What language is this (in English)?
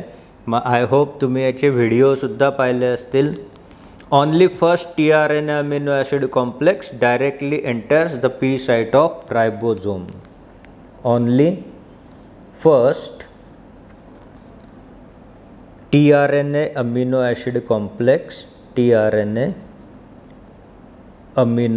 Marathi